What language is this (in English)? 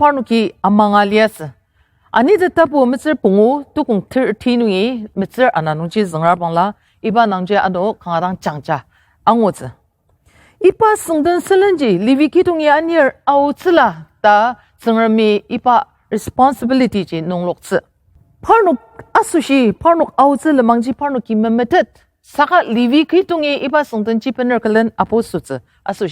Ao Naga